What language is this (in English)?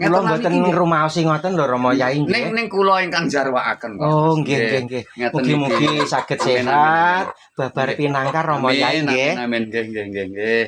Javanese